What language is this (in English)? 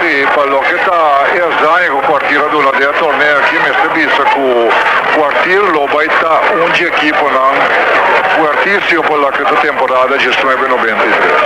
Papiamento